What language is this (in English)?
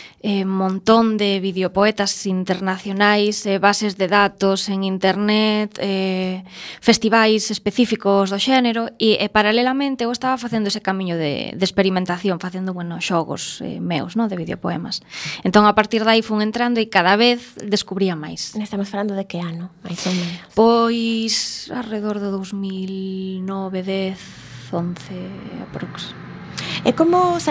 Galician